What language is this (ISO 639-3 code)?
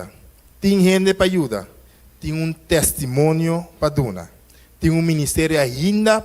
pap